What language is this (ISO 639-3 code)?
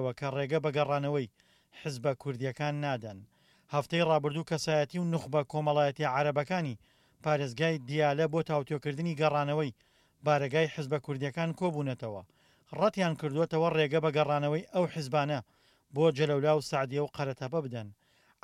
ckb